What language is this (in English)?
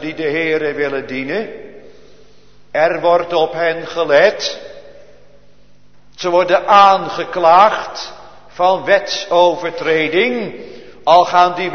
Dutch